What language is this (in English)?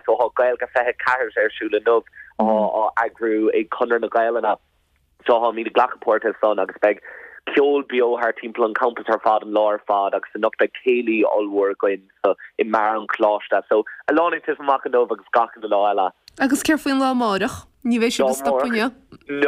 Irish